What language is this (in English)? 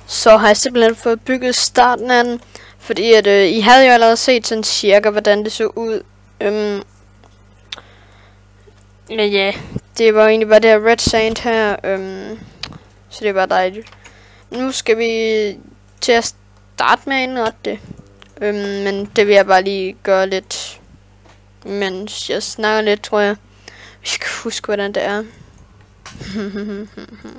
Danish